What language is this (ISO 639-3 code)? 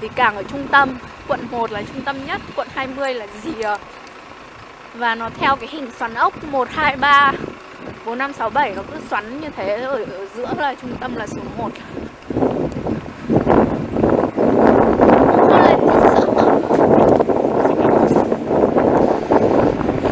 vie